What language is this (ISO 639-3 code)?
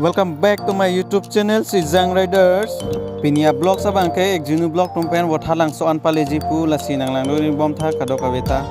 mjw